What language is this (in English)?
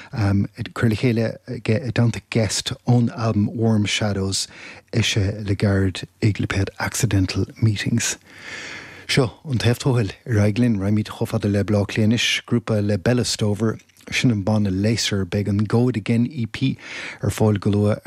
Irish